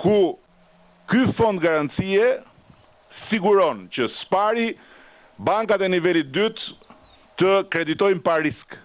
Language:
Albanian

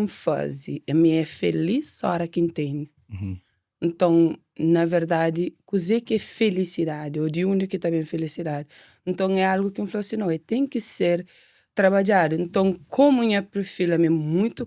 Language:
Kabuverdianu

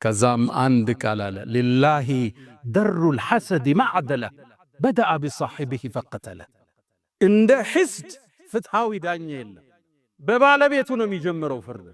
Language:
Amharic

